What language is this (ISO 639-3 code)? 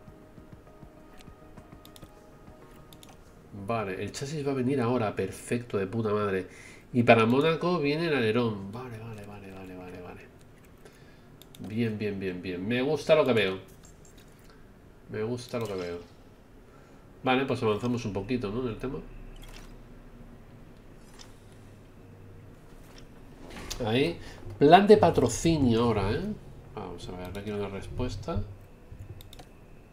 spa